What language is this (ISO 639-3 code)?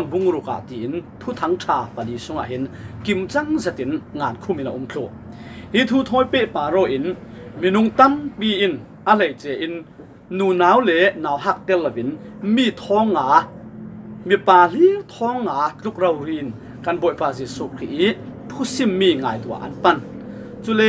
cfm